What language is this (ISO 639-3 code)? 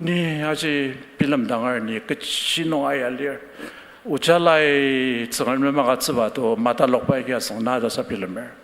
njo